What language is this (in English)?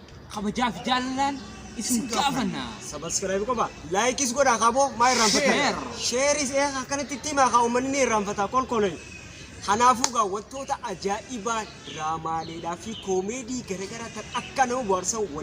Oromo